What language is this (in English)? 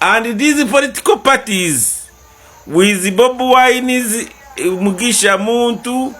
Ganda